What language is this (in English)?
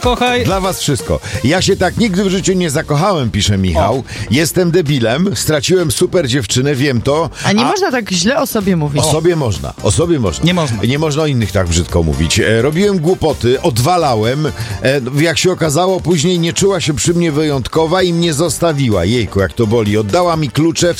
Polish